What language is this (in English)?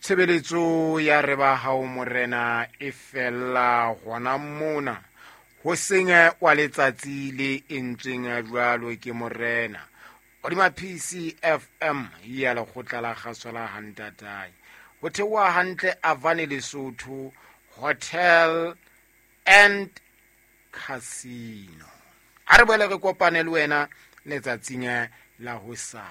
Southern Sotho